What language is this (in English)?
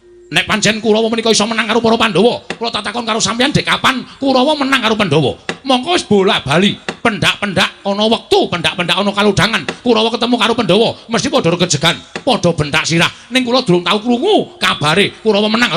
Javanese